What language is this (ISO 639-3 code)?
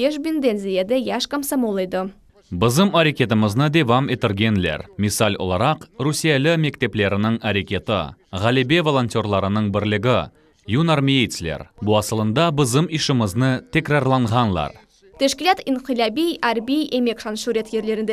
crh